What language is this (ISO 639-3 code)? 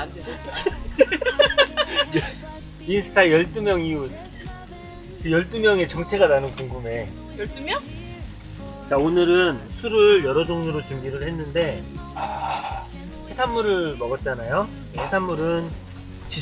kor